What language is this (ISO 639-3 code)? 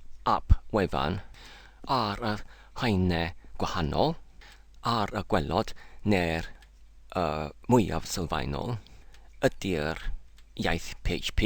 cym